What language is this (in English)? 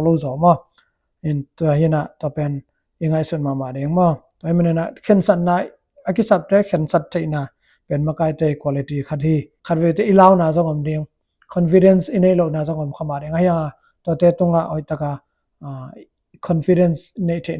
Tedim Chin